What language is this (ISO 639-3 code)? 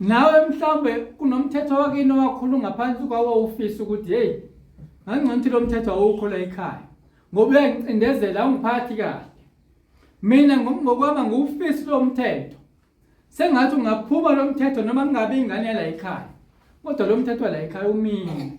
zul